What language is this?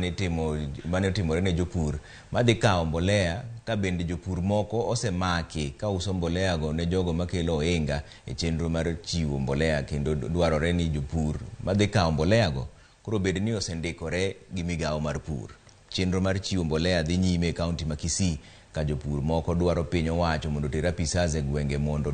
Luo (Kenya and Tanzania)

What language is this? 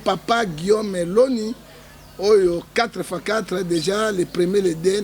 Lingala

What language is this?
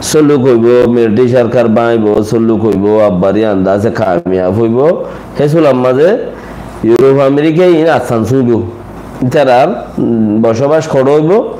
Rohingya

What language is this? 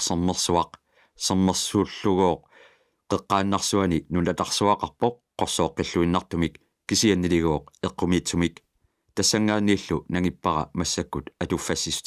Kalaallisut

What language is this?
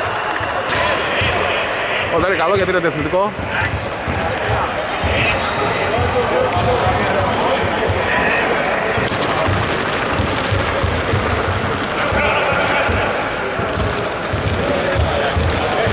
Greek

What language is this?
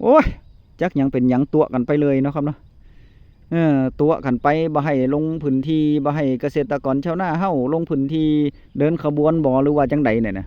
Northeastern Thai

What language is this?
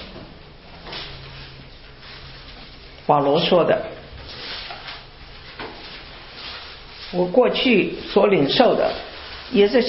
Chinese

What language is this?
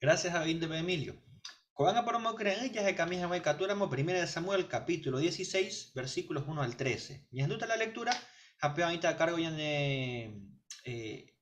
Guarani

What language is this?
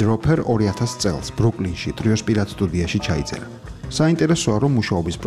Georgian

